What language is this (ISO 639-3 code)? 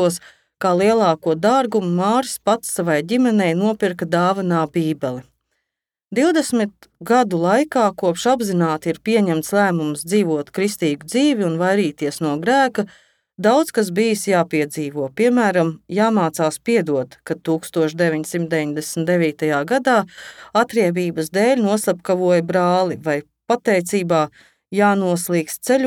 lav